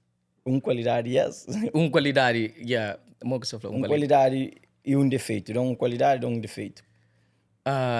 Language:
Kabuverdianu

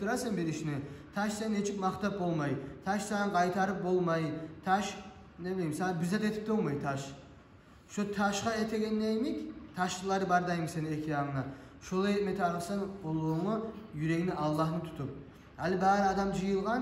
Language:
Kumyk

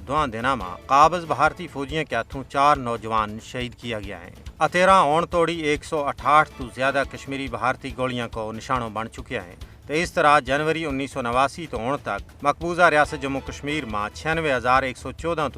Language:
Gujari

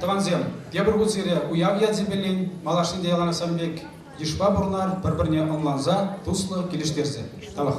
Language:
Chuvash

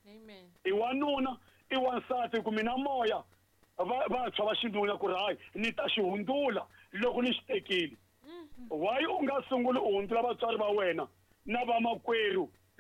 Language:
Tsonga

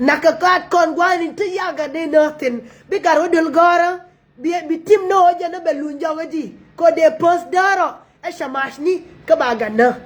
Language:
Nuer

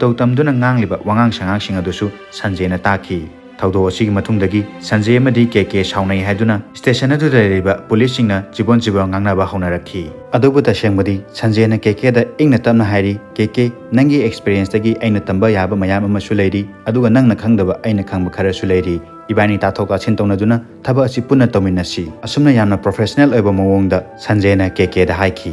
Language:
Manipuri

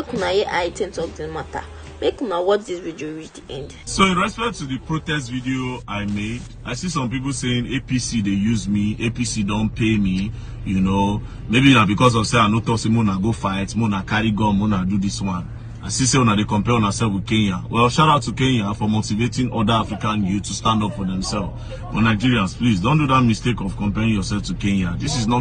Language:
Nigerian Pidgin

